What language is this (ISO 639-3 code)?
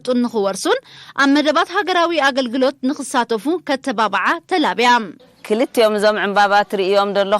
tir